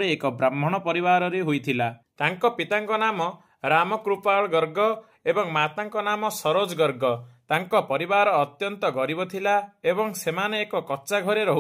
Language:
Odia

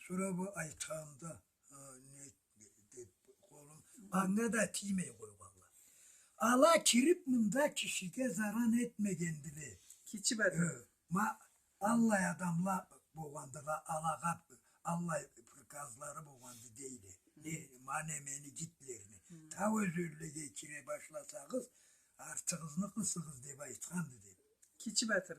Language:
Karachay-Balkar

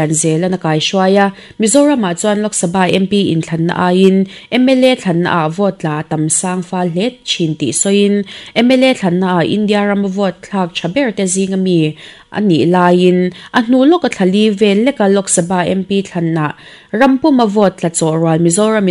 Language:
Mizo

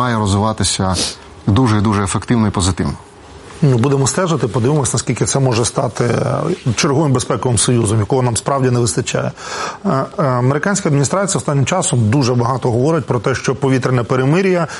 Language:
Ukrainian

